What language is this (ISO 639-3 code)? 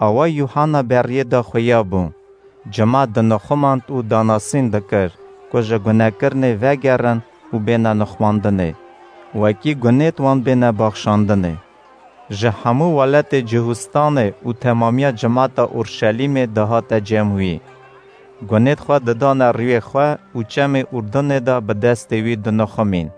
kur